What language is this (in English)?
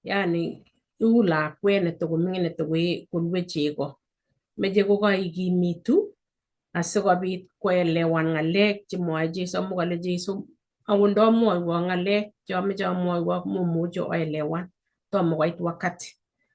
Kalenjin